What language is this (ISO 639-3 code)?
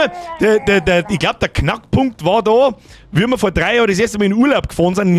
bar